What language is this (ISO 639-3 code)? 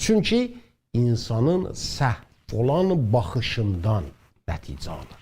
azb